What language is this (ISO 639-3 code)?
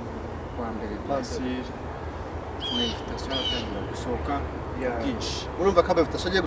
kin